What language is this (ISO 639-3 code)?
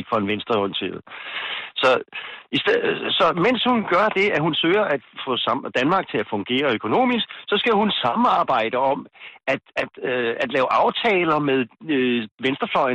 dan